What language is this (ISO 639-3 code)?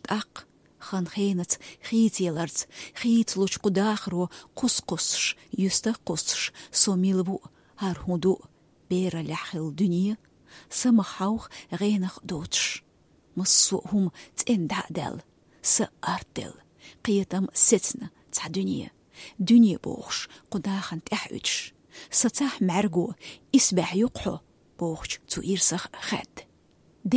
che